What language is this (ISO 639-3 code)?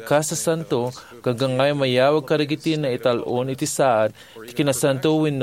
ilo